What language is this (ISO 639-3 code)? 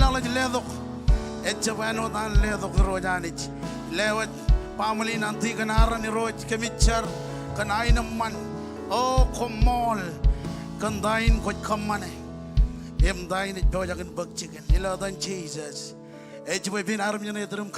mah